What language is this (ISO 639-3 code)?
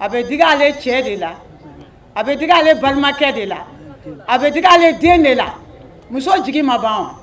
bam